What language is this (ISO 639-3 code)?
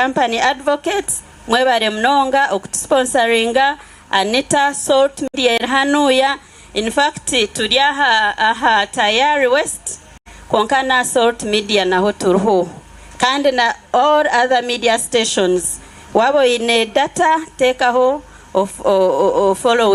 nyn